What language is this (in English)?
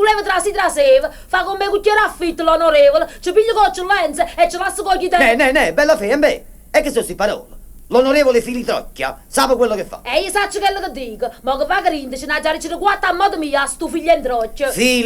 Neapolitan